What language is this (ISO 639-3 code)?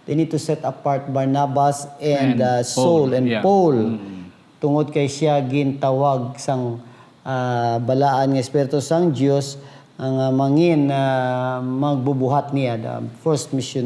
hil